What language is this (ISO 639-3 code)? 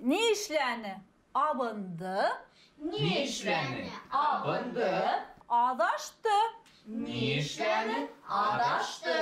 bak